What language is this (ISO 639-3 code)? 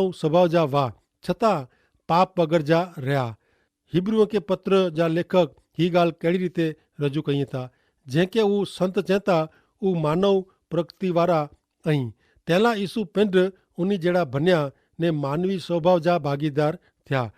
kfr